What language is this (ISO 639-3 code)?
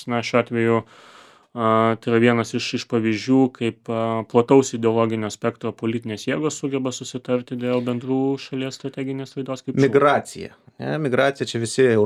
lit